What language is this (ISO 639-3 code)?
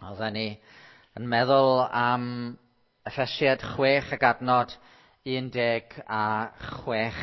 cym